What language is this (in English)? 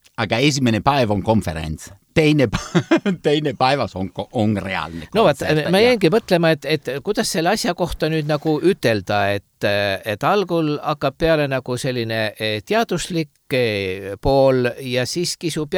Estonian